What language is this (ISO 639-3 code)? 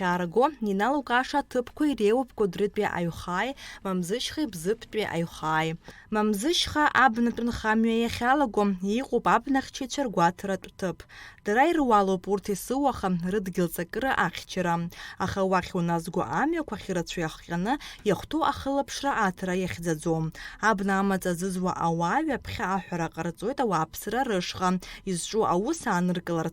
abk